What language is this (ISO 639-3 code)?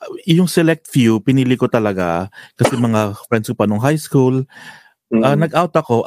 fil